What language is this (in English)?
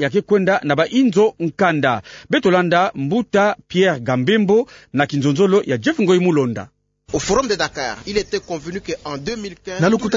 Kituba (Democratic Republic of Congo)